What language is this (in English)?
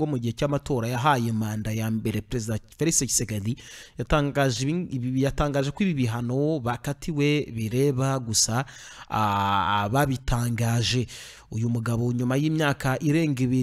Kinyarwanda